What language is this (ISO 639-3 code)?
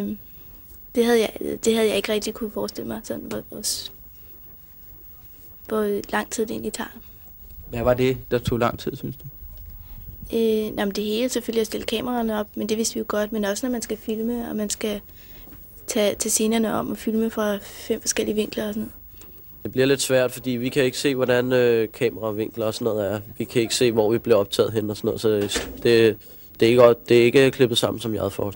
dan